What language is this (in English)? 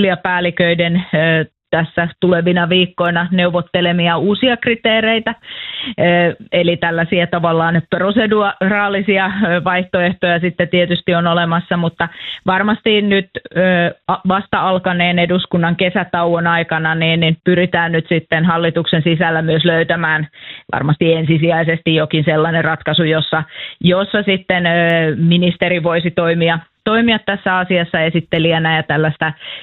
Finnish